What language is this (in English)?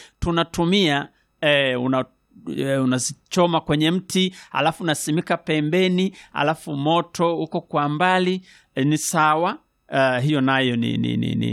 Swahili